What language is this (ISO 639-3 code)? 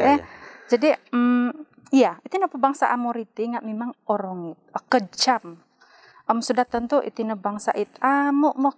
dtp